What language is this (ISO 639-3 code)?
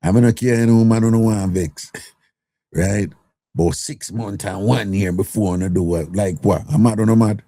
jam